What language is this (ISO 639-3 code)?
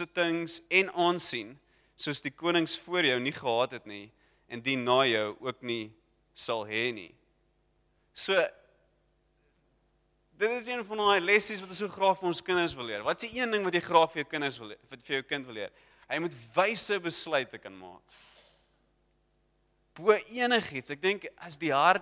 afr